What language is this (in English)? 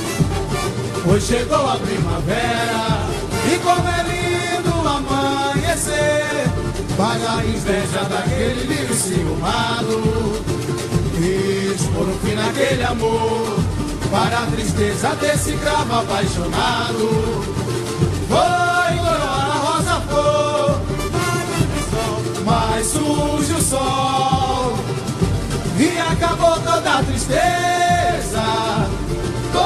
Portuguese